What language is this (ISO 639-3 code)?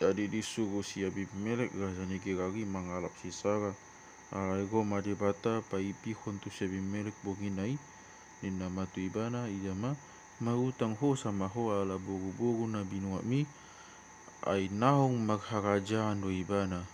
bbc